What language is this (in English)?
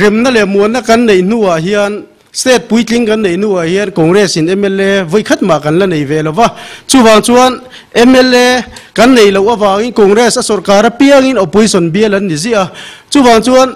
Mizo